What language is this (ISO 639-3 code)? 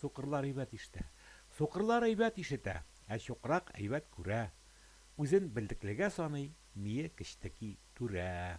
tat